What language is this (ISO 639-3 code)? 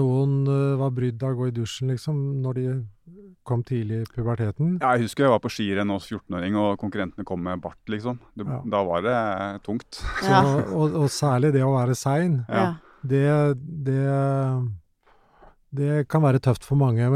nor